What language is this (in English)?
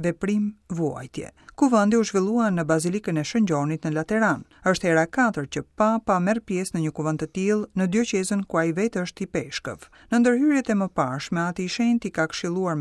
Albanian